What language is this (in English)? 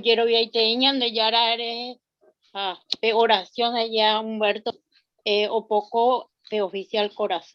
Guarani